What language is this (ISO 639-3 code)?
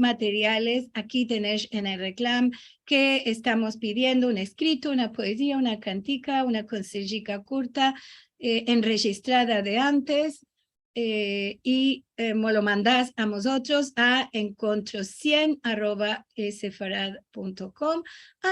lad